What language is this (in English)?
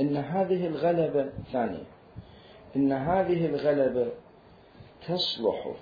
Mesopotamian Arabic